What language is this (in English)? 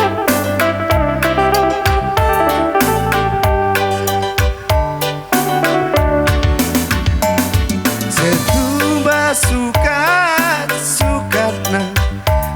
Batak Karo